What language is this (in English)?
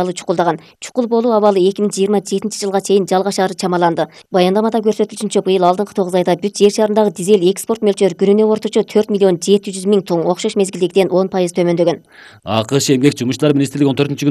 Kyrgyz